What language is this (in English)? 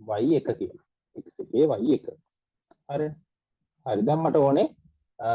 Sinhala